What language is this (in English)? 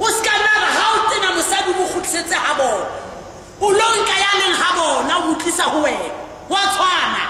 Southern Sotho